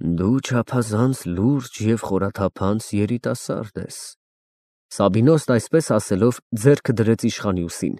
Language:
Armenian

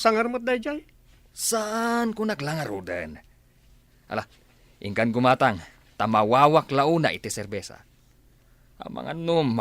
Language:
Iloko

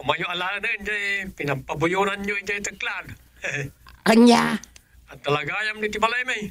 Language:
Iloko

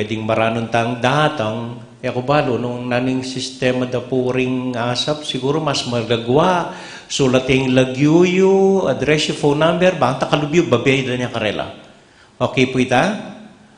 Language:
Pampanga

